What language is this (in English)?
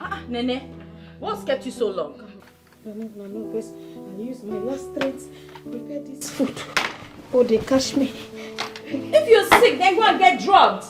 Nigerian Pidgin